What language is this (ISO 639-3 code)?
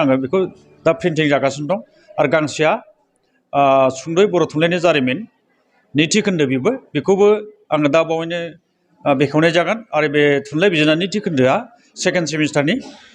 brx